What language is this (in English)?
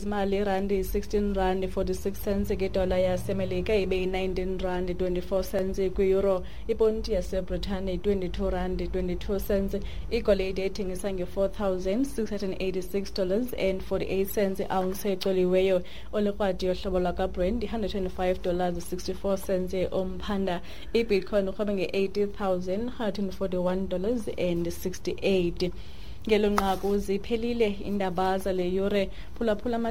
Xhosa